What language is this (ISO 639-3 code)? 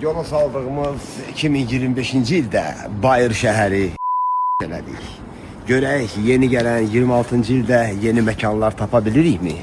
aze